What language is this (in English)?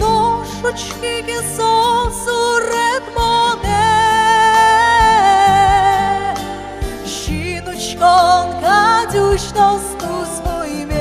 Udmurt